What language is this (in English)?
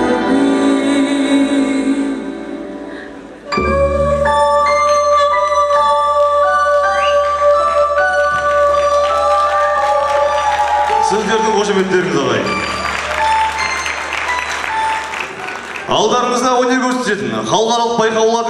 Kazakh